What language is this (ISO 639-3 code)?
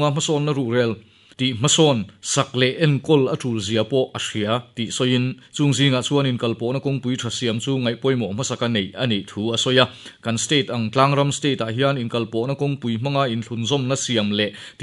lus